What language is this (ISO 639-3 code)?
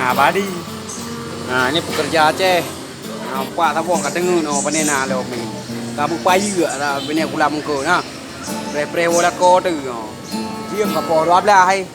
ace